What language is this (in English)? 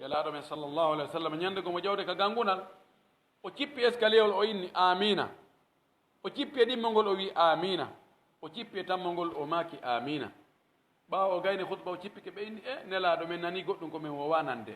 Pular